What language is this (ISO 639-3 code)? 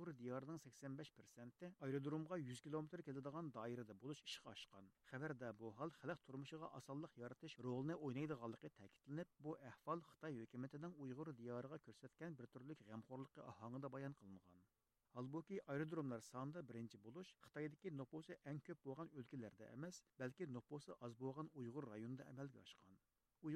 uig